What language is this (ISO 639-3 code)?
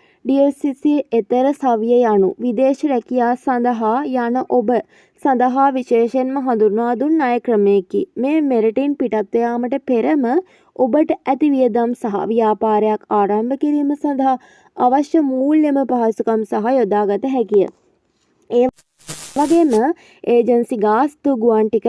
sin